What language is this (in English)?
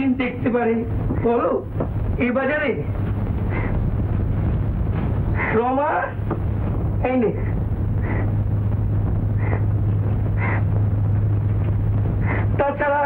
Bangla